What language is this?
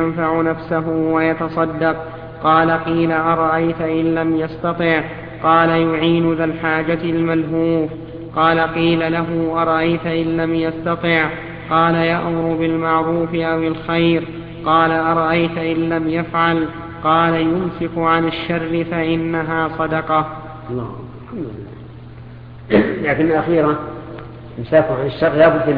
Arabic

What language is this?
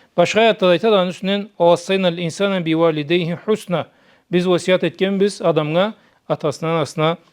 Karachay-Balkar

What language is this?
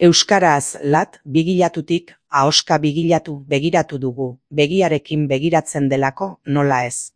Basque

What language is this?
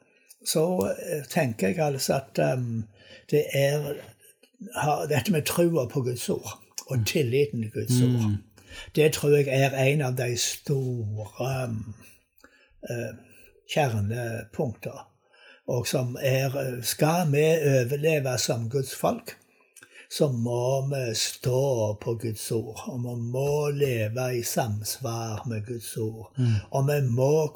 Norwegian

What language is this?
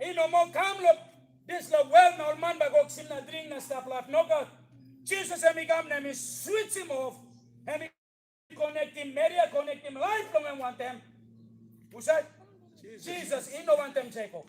Tok Pisin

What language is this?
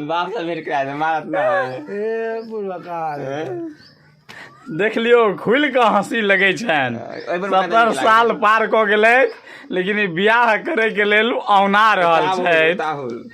Maithili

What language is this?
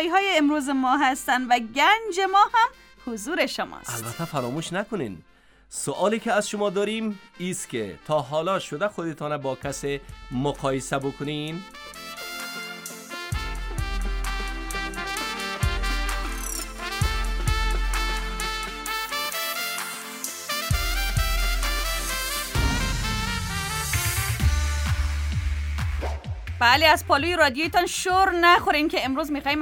Persian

